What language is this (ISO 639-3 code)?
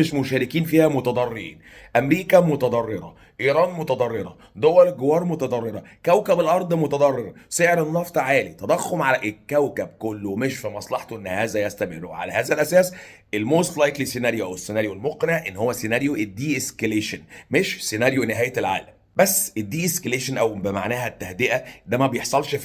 arz